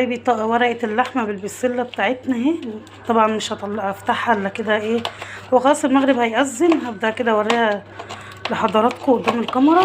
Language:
Egyptian Arabic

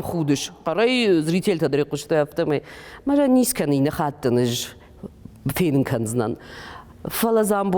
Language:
Ossetic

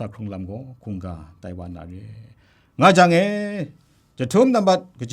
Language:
Kachin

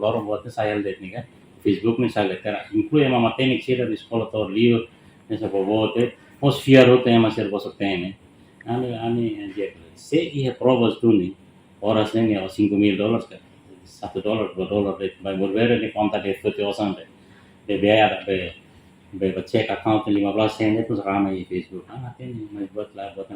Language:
Tetum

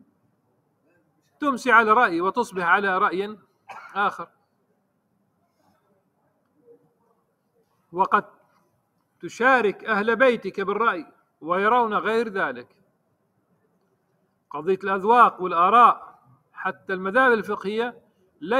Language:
Arabic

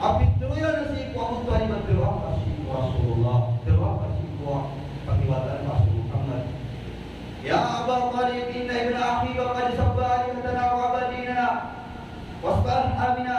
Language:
Maranao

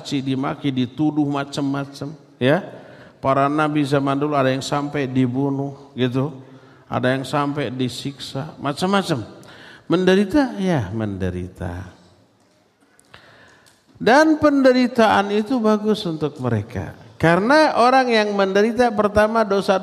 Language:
Indonesian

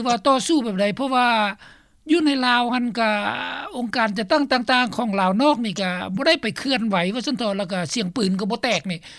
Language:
Lao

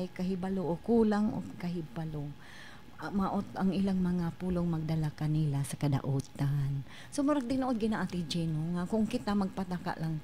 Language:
Cebuano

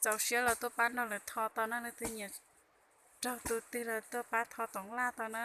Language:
Hmong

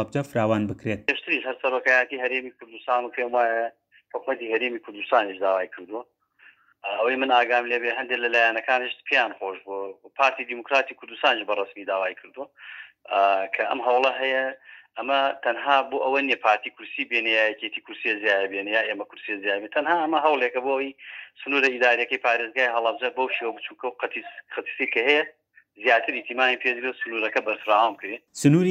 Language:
Central Kurdish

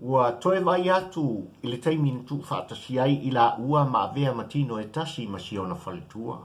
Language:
Samoan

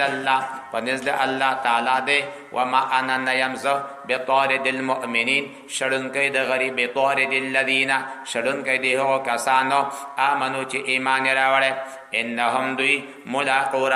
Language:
Pashto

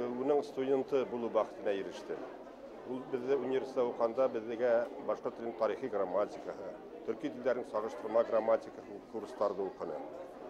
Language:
Bashkir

